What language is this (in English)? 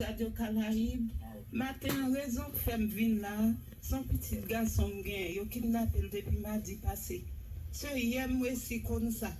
Haitian Creole